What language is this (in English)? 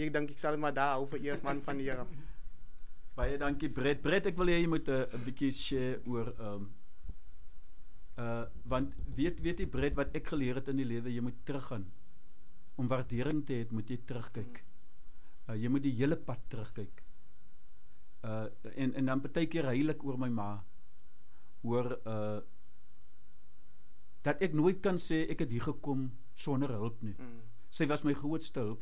Afrikaans